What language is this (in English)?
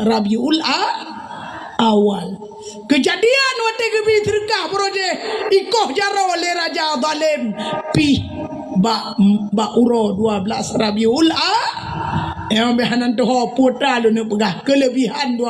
Achinese